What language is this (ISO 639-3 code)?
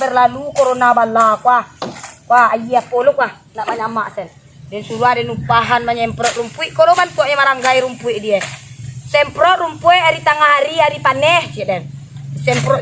min